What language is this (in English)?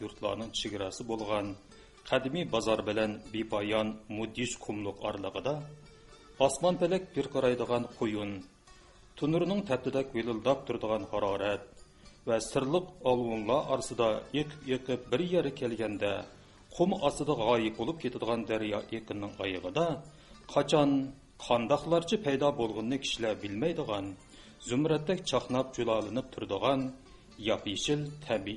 Uyghur